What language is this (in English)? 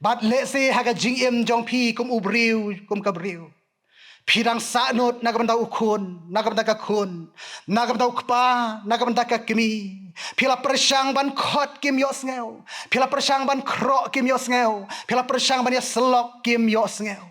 Khasi